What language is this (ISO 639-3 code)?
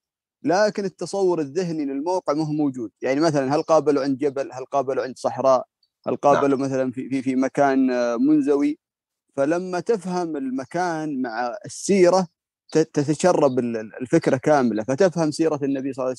ara